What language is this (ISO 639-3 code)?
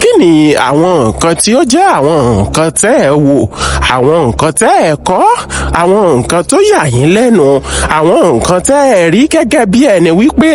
yor